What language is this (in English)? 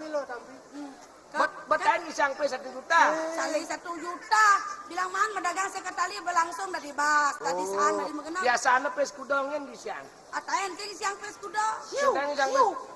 Balinese